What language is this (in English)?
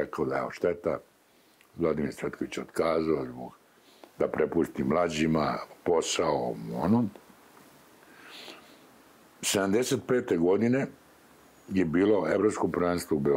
Serbian